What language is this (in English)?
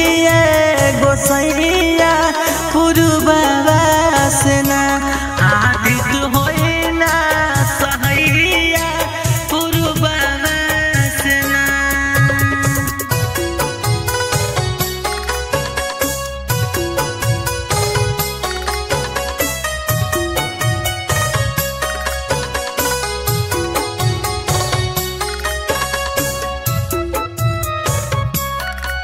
Bhojpuri